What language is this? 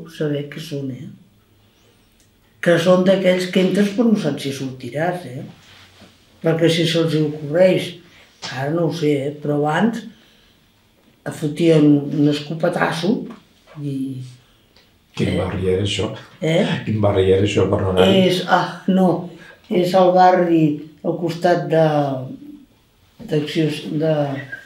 Catalan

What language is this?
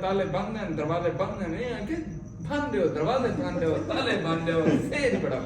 Saraiki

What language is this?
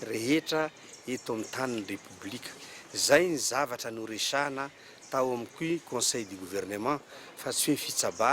Malagasy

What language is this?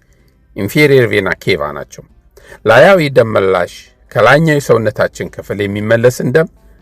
Amharic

